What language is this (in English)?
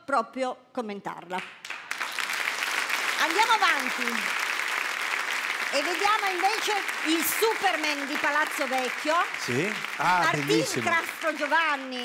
Italian